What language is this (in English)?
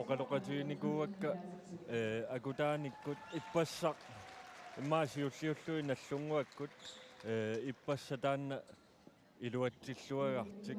Kalaallisut